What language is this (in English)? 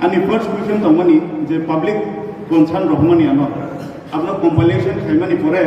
Kok Borok